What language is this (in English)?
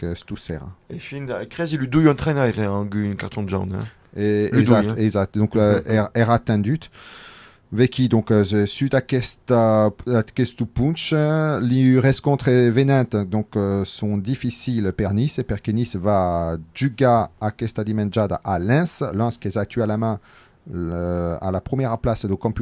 Occitan